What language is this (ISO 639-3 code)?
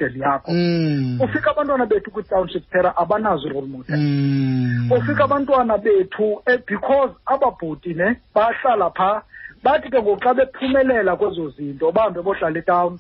xho